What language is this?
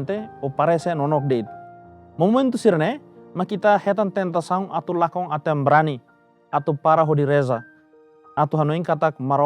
Tetum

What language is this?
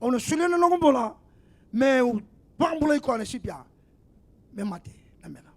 Fijian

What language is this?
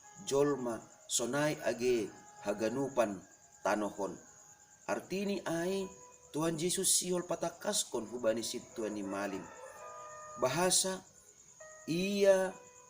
Batak Simalungun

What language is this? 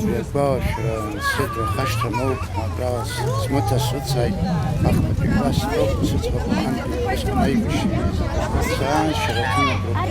Abkhazian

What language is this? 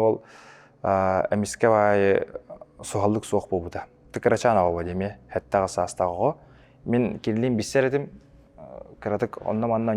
Yakut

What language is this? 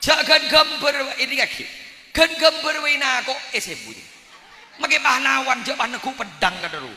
Madurese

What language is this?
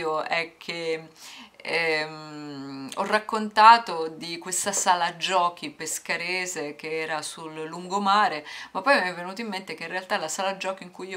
Italian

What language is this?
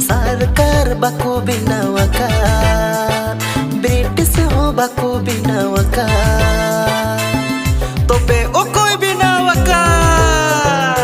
Santali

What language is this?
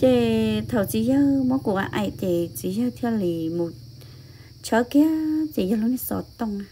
Hmong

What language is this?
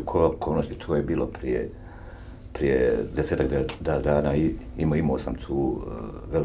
Bosnian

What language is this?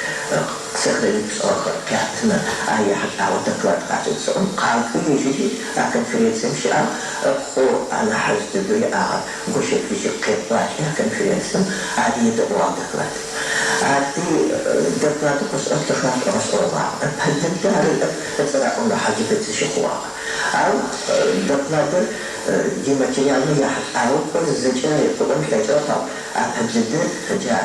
Adyghe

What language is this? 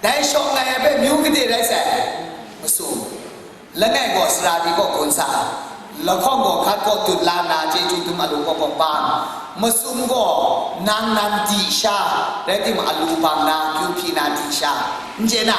Kachin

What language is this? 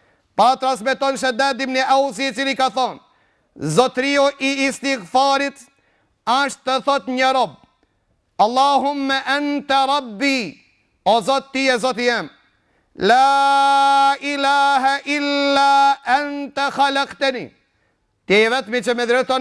Albanian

